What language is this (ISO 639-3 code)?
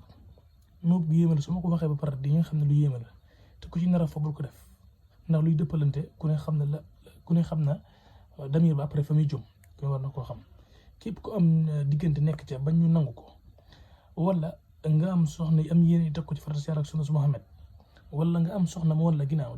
wol